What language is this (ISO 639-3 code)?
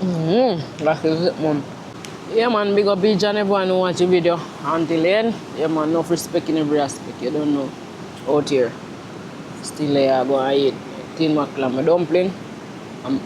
jam